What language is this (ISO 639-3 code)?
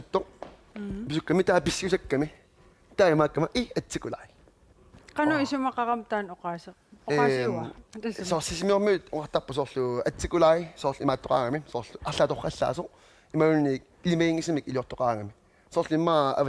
kal